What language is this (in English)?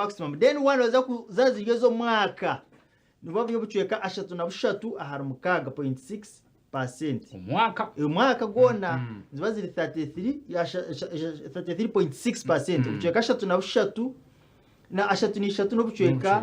Nyankole